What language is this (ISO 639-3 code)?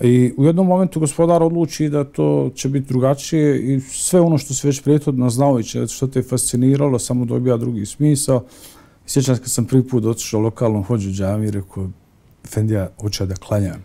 bos